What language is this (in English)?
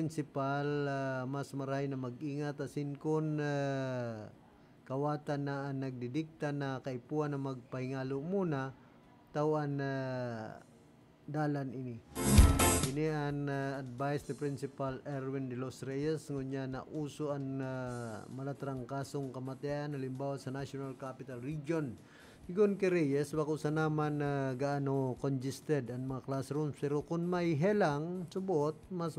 Bikol